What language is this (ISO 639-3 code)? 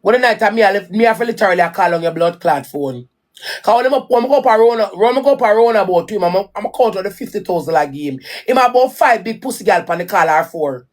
jam